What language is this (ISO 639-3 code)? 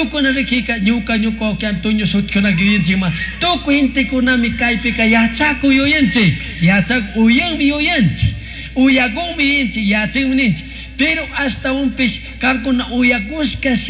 qug